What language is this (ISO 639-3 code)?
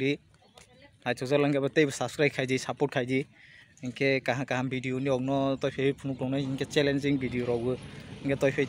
trp